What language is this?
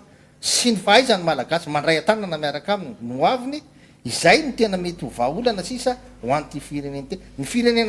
Malagasy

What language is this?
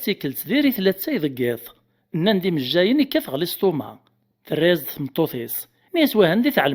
Kabyle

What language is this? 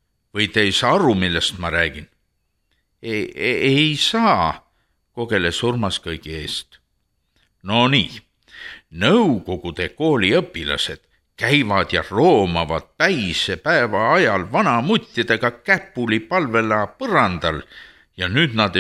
Estonian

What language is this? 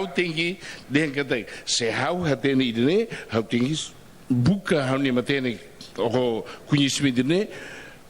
Tetum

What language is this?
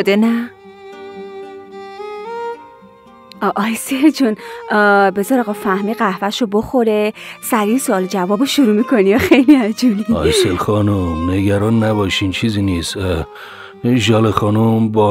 Persian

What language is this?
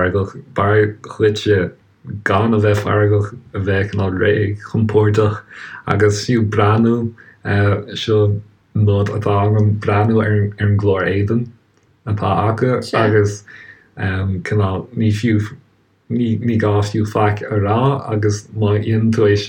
Irish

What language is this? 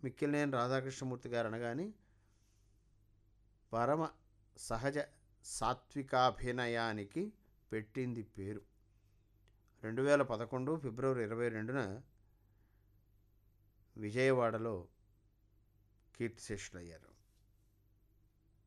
Telugu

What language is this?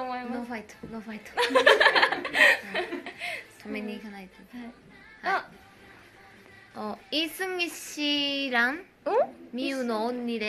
Japanese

